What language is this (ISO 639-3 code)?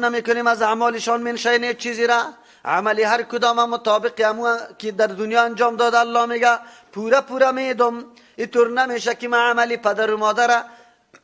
fas